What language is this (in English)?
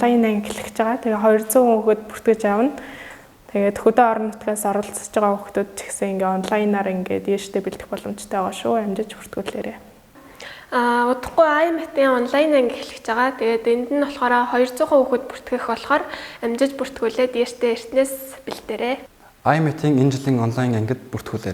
Mongolian